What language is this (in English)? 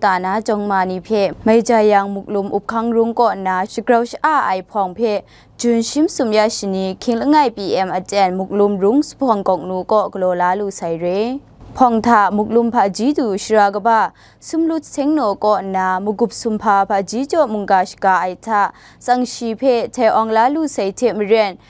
Kachin